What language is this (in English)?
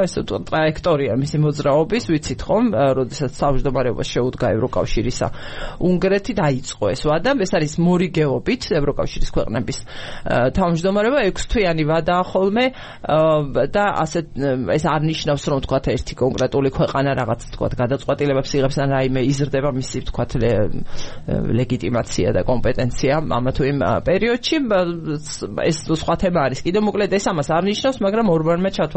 Georgian